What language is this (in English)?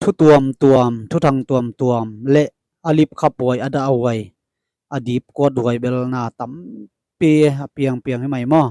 Tedim Chin